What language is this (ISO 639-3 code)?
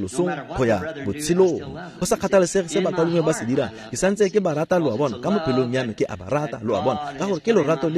tsn